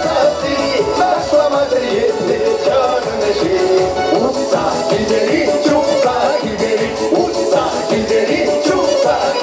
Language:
Chuvash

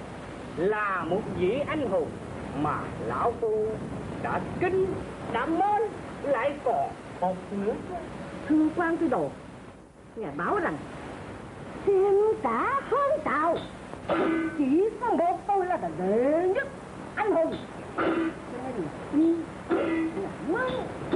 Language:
Vietnamese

